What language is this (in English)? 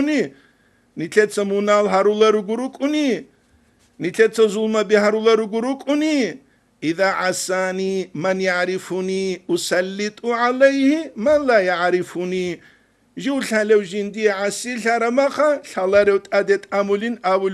Avaric